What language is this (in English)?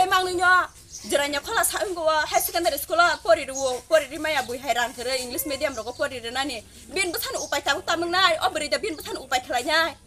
Kok Borok